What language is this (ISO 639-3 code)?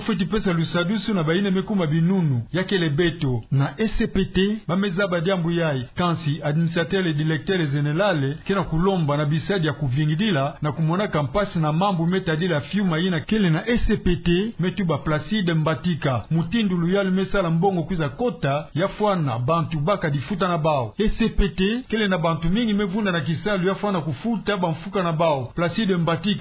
ktu